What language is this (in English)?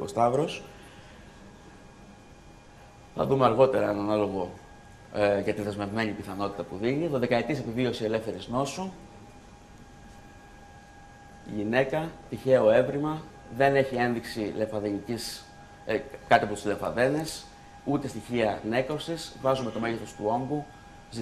Greek